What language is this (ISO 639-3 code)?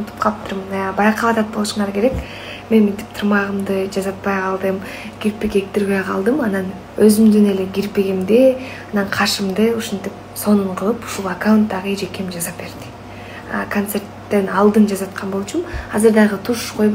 kir